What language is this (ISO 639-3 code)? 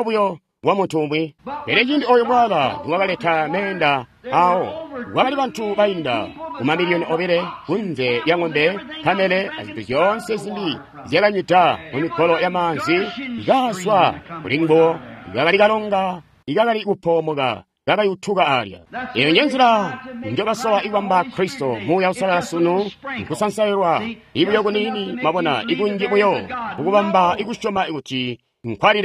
toi